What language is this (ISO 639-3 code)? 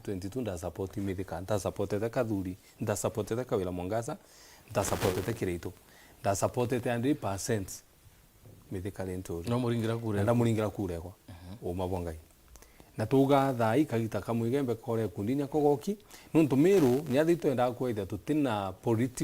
mer